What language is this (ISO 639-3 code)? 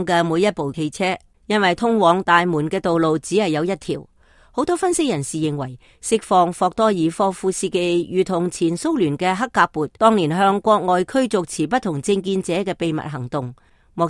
yue